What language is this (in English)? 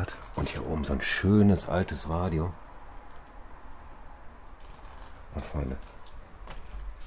German